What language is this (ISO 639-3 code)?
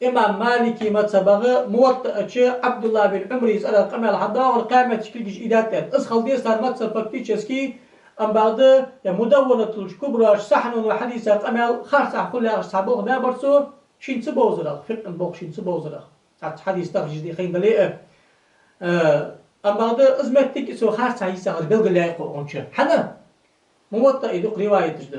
inh